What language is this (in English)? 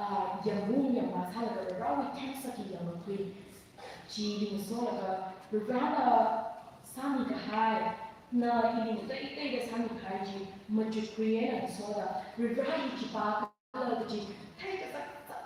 Tangkhul Naga (India)